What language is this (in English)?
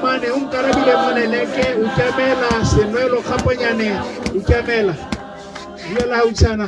Tswana